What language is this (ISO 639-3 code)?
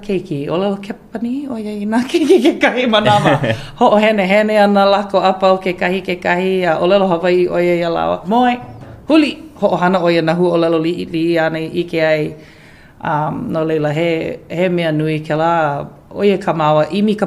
haw